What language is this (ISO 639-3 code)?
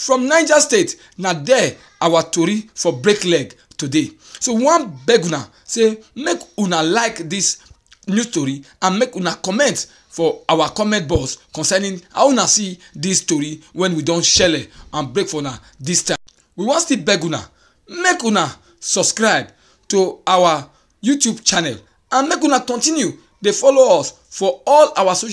pcm